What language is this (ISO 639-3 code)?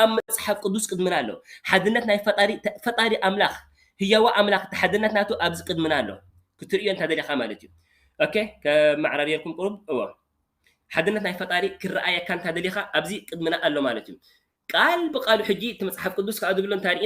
tir